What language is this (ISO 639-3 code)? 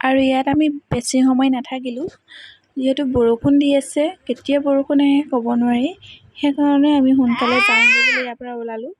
asm